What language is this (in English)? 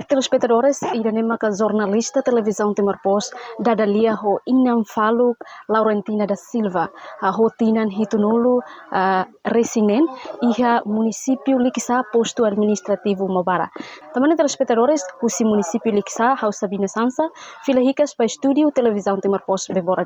Tetum